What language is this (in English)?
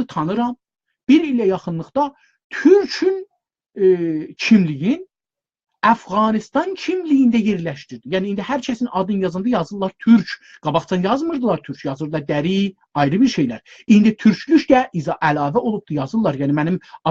South Azerbaijani